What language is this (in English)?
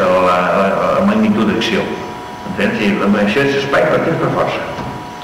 Catalan